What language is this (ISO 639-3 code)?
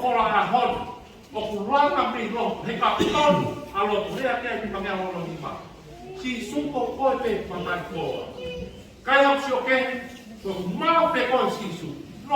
ton